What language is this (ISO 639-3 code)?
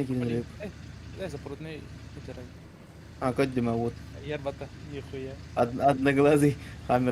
sah